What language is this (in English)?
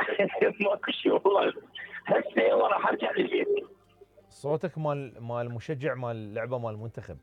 Mesopotamian Arabic